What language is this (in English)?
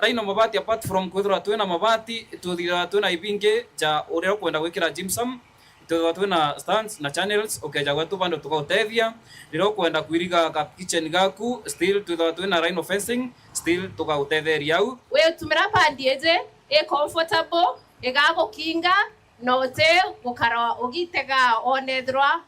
Meru